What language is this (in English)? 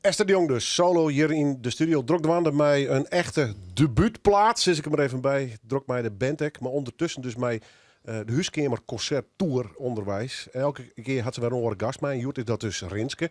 Western Frisian